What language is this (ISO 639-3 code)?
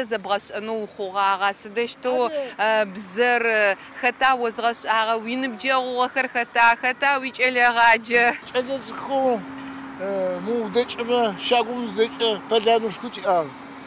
ady